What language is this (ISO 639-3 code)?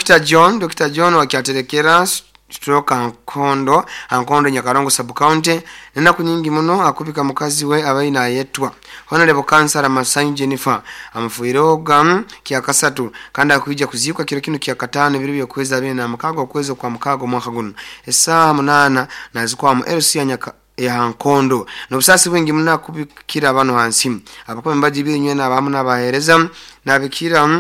nyo